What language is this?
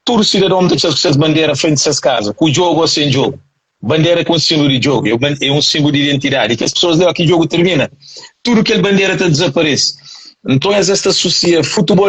Kabuverdianu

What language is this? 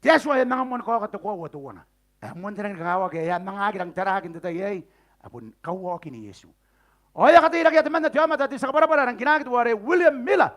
Gilbertese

